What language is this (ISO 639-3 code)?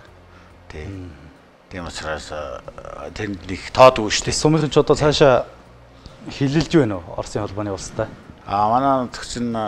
mon